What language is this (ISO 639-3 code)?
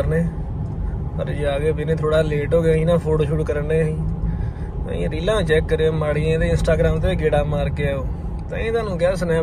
pan